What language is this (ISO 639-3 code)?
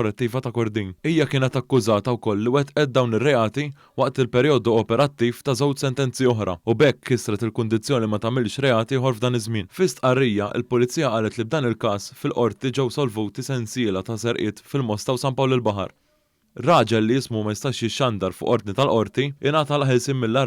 mlt